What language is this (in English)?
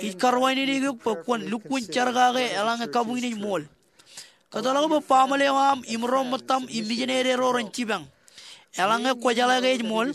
Marshallese